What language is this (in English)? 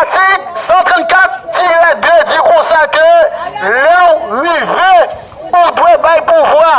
Haitian Creole